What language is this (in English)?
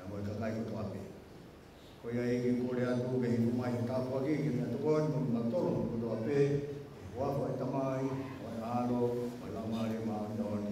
Tongan